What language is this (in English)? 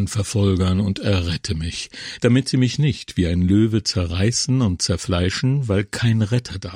German